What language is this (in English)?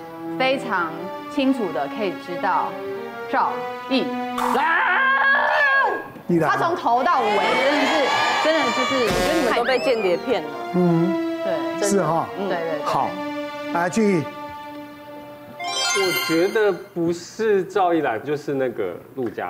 Chinese